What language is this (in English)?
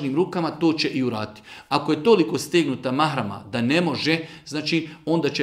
Bosnian